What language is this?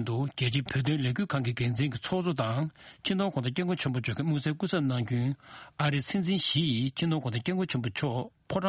Tibetan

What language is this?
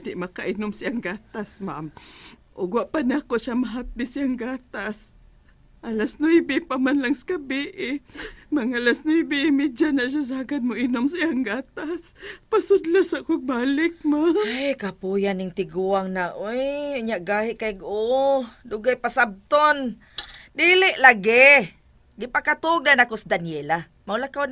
Cebuano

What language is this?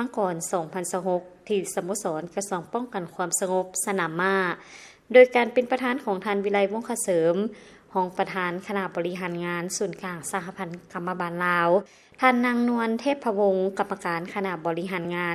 Lao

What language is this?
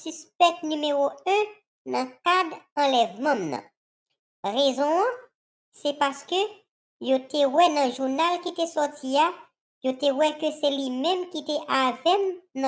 Haitian Creole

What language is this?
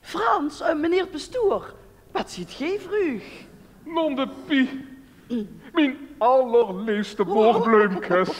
Limburgish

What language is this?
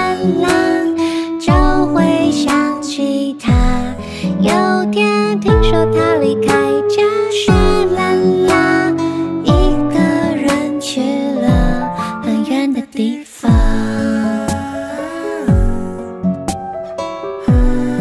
Chinese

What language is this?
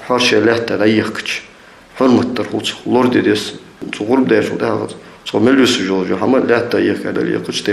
Ingush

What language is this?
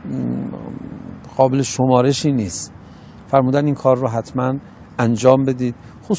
Persian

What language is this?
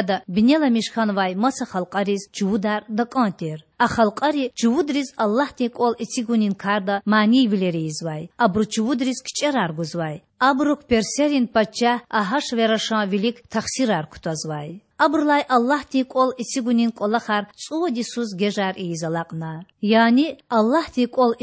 Lezghian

